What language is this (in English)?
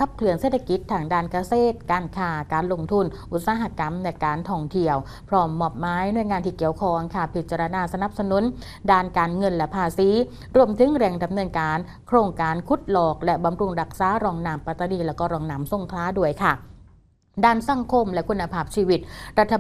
Thai